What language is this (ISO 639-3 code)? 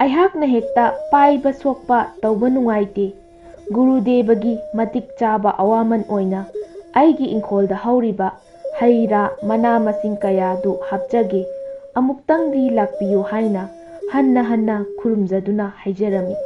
mni